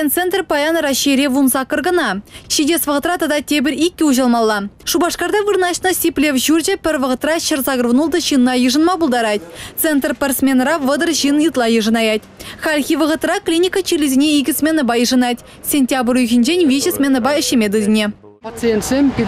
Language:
Chuvash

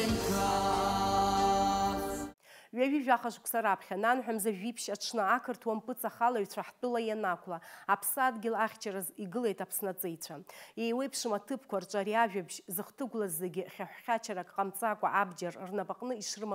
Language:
Abkhazian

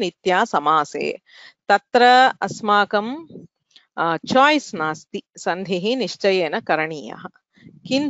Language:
Sanskrit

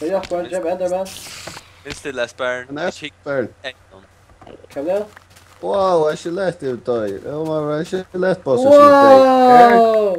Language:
Faroese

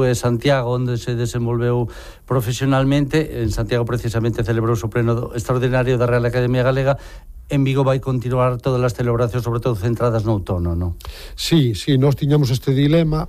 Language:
Galician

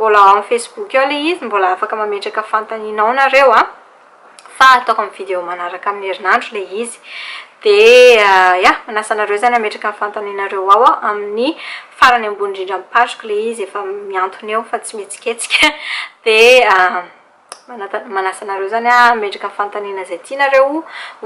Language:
Malagasy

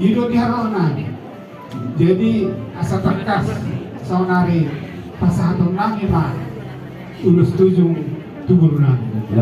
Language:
Batak Toba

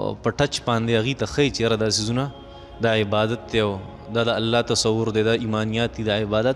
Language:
Pashto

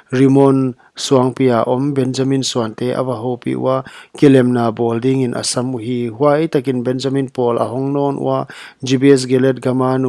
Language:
Paite Chin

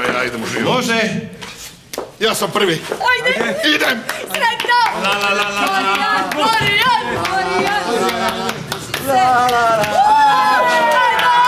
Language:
Croatian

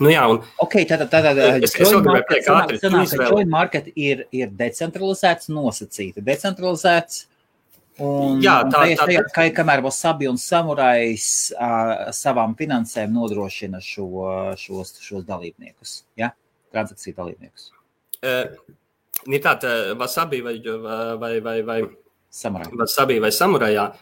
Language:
Latvian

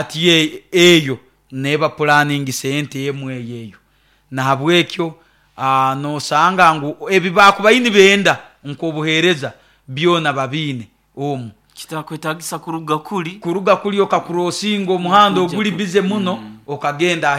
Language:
Nyoro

